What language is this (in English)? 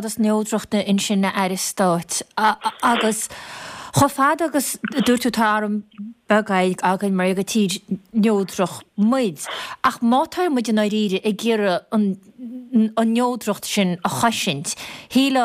Irish